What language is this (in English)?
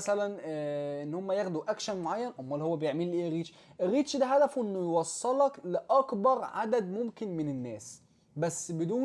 Egyptian Arabic